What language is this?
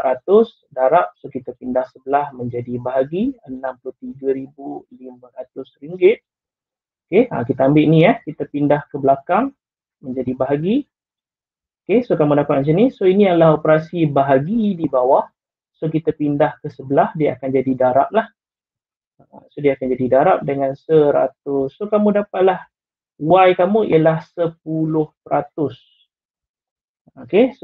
Malay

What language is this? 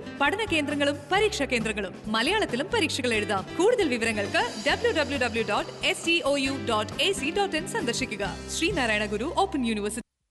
Malayalam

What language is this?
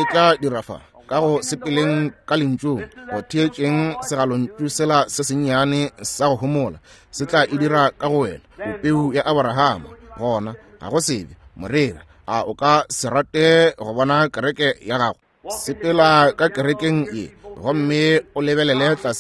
Northern Sotho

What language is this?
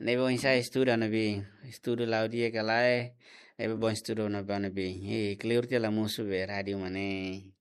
Tetum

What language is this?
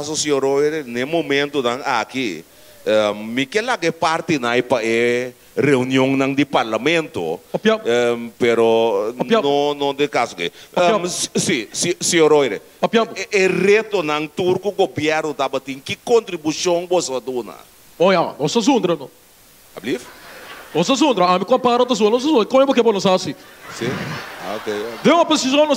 Papiamento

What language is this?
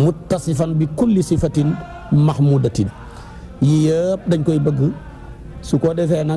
Wolof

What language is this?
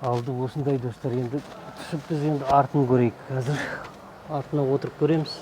Kazakh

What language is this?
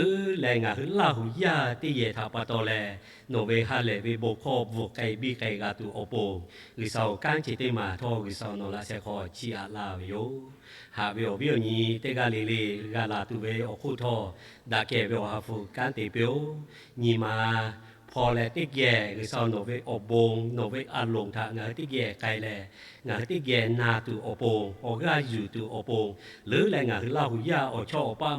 Lahu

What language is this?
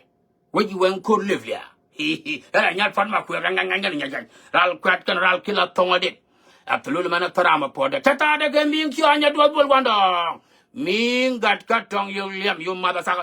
Nuer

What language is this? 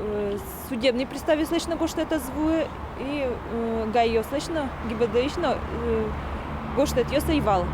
Udmurt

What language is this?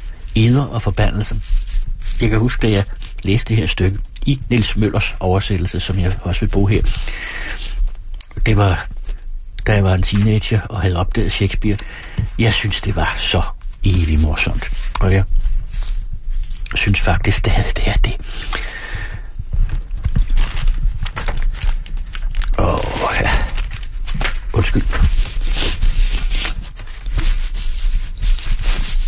Danish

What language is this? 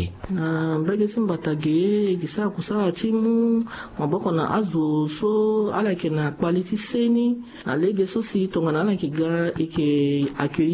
Sango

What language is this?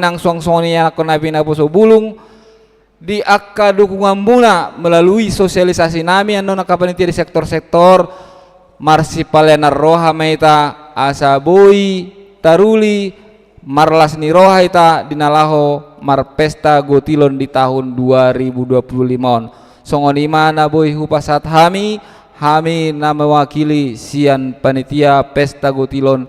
Batak Toba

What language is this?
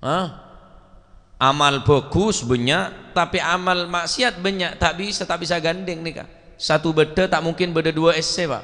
Madurese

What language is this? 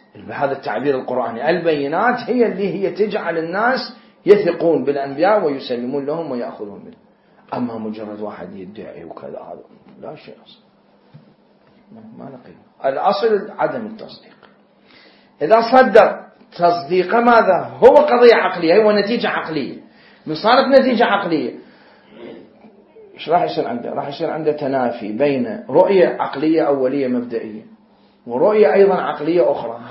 Arabic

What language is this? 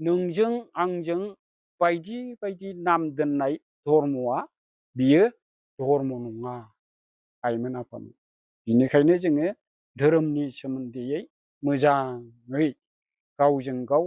Bodo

